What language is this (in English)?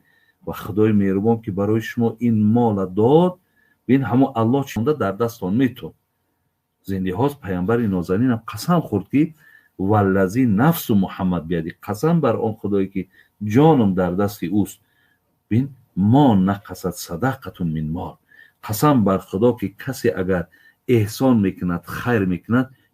Tajik